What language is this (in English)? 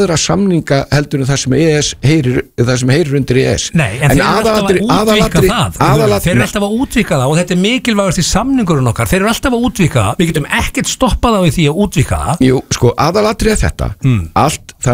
Icelandic